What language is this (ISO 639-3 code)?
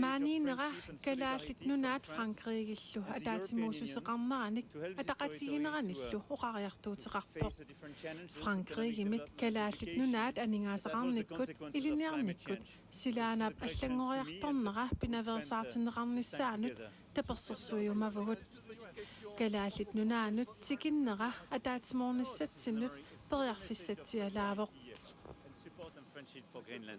kal